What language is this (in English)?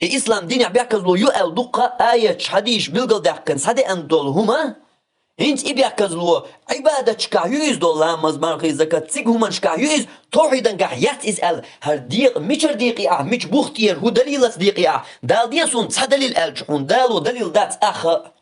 Chechen